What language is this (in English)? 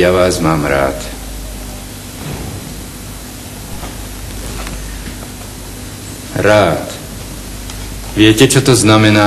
Slovak